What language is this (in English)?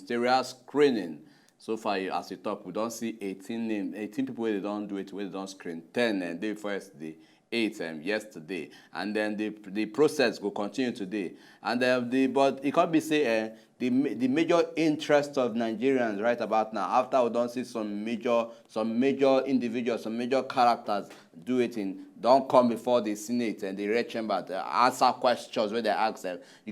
Nigerian Pidgin